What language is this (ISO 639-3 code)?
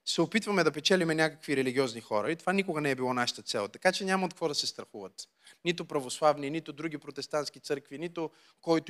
bul